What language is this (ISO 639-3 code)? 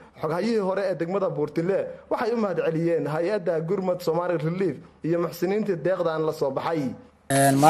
som